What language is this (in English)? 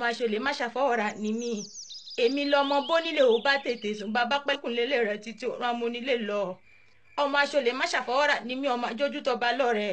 Yoruba